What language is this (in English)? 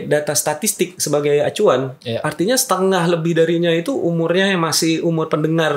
Indonesian